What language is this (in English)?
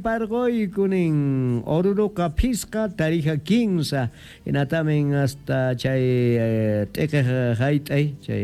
South Bolivian Quechua